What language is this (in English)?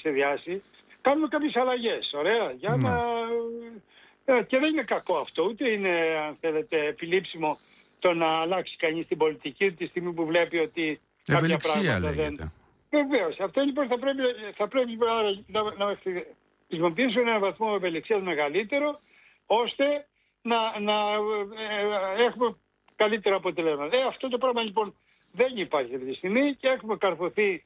Greek